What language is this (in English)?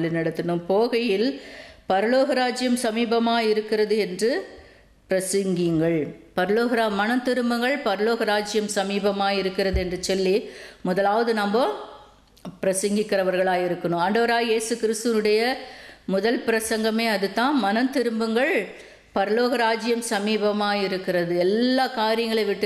Tamil